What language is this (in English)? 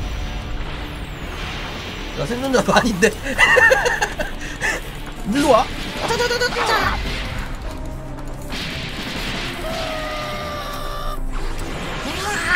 Korean